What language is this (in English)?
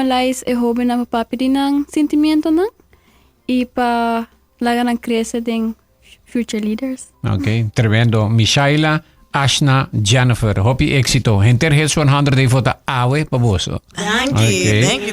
Papiamento